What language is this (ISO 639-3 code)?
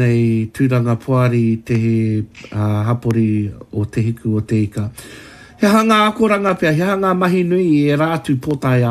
mri